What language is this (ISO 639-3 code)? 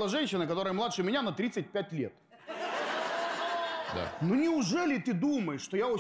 rus